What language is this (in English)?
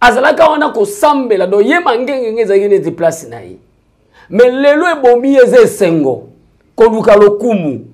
Lingala